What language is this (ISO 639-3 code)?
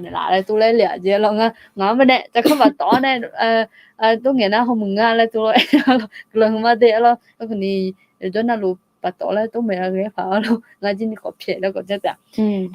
ahk